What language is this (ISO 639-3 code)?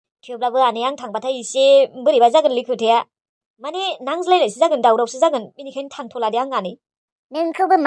brx